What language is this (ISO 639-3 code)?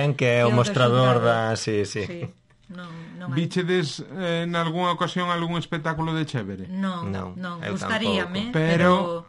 glg